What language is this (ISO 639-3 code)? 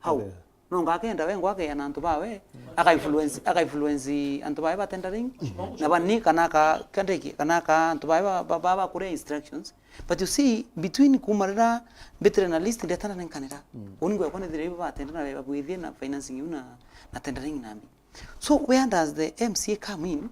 mer